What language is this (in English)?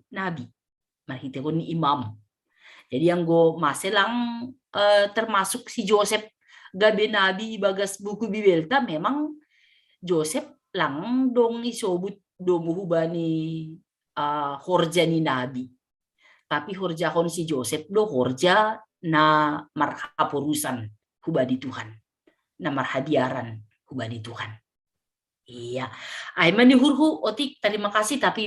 Batak Simalungun